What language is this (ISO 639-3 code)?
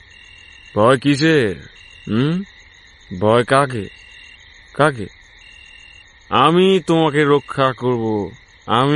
ben